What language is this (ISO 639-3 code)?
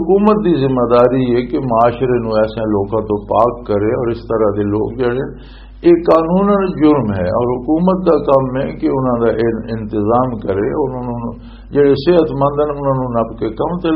lah